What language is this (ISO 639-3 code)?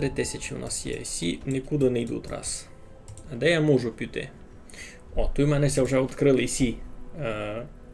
rue